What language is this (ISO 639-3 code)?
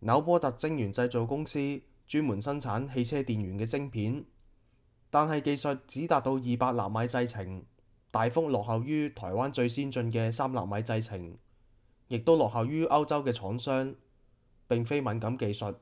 yue